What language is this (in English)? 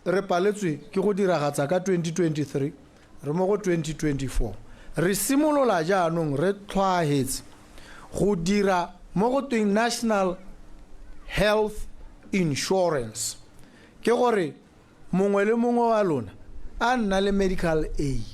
Tswana